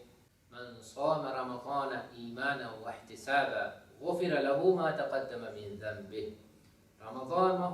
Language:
Divehi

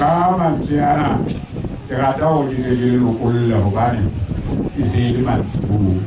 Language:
Southern Sotho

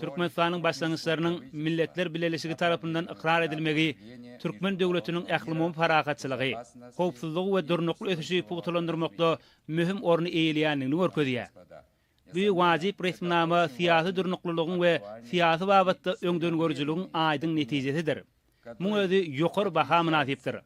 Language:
Turkmen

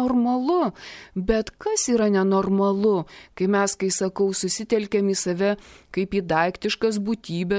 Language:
Lithuanian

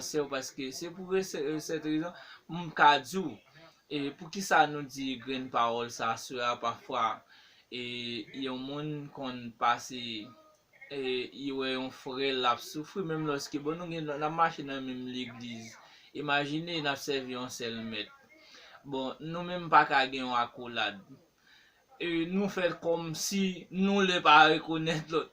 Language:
Haitian Creole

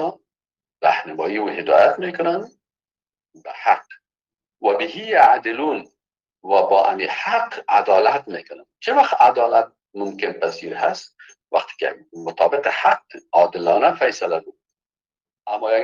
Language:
Persian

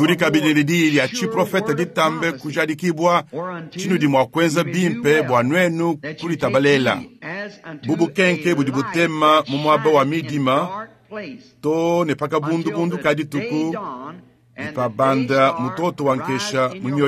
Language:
Luba-Lulua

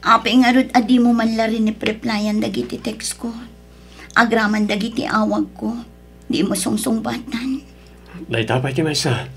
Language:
Iloko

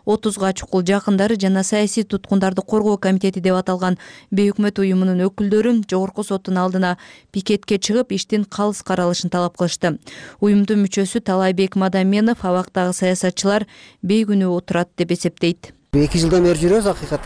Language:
Kyrgyz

